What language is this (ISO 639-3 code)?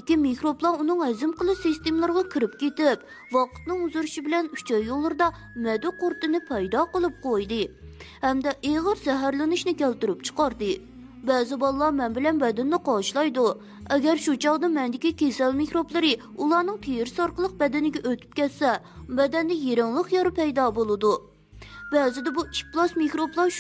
uig